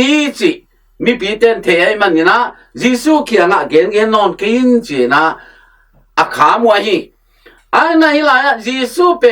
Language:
Tedim Chin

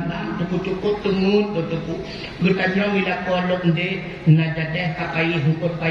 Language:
Achinese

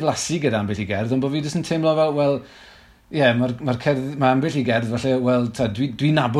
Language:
Welsh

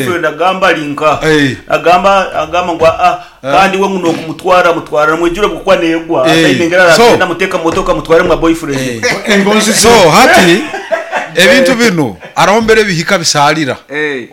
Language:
Nyoro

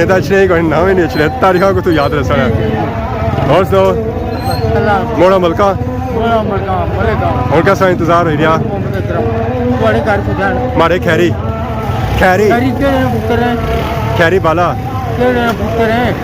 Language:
Pahari-Potwari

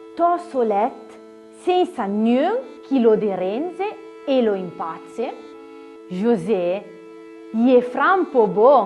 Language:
Arpitan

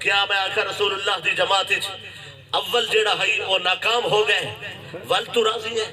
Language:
Saraiki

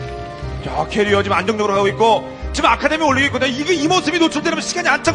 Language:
Korean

